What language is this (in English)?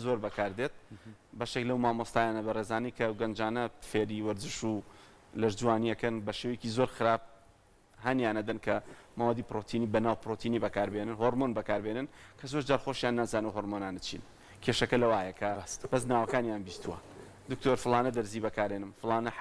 Central Kurdish